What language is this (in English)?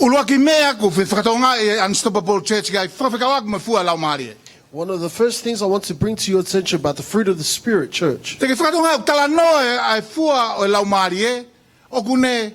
Tongan